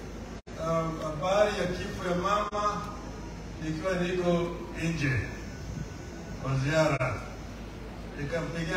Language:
Swahili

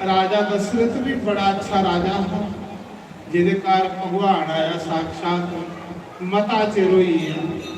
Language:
Dogri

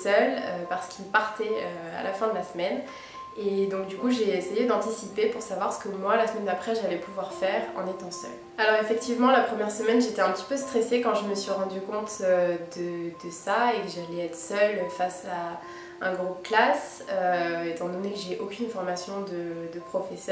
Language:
French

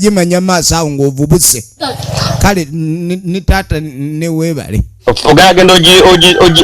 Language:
Ganda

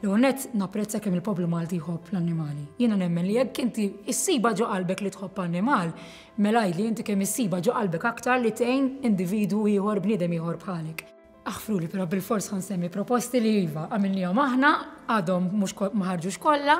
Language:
Maltese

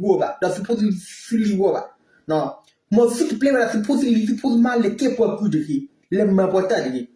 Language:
S'gaw Karen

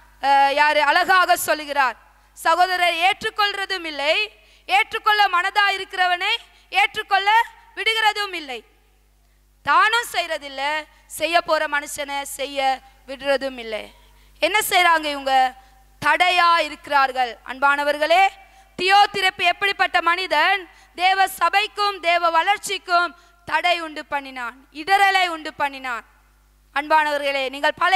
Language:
Tamil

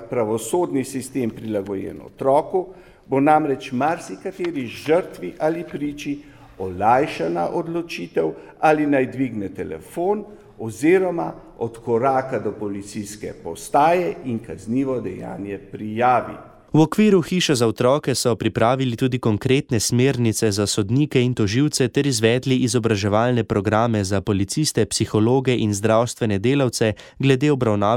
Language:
Slovenian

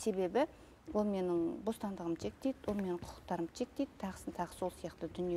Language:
Kazakh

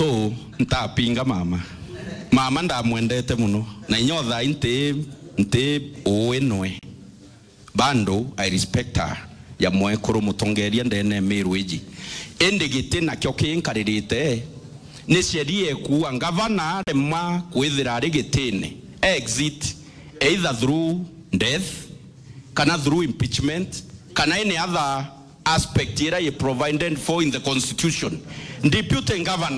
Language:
Meru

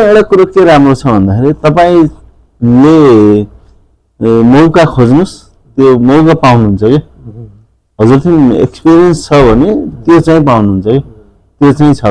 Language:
Nepali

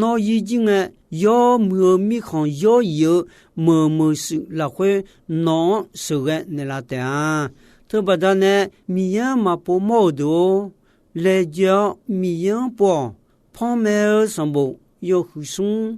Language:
Akha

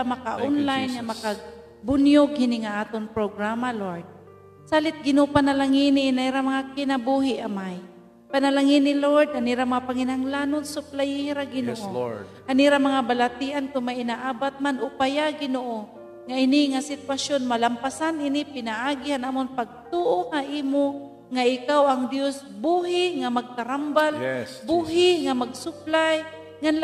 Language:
Waray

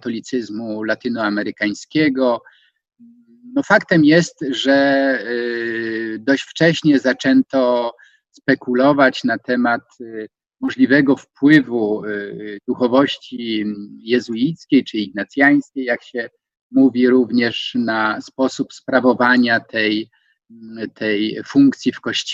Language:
Polish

